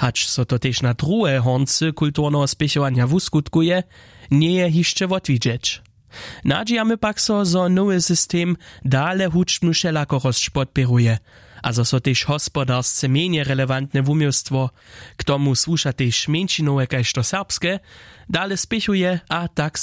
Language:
Upper Sorbian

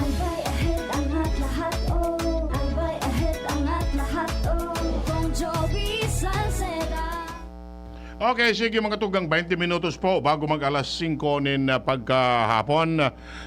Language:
Bikol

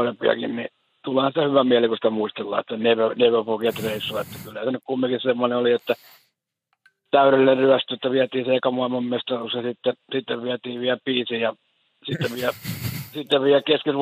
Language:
Finnish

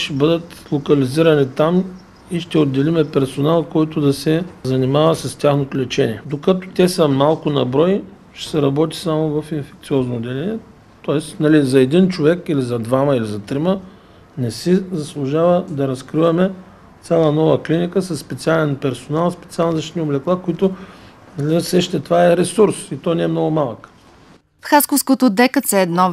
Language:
Bulgarian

